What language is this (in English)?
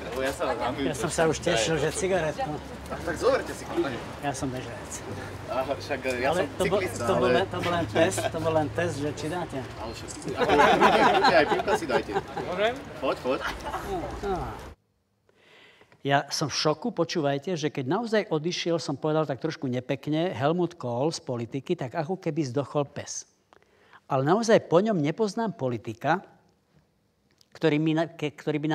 Slovak